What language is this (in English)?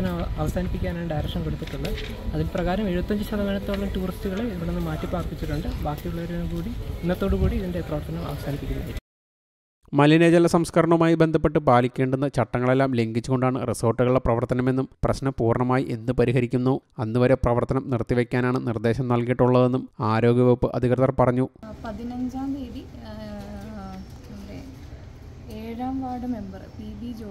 Malayalam